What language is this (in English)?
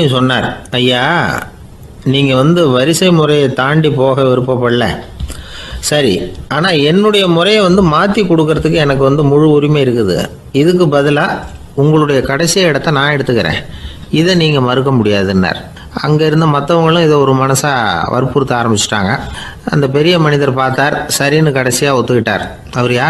Tamil